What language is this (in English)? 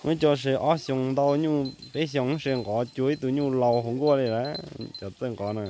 Hmong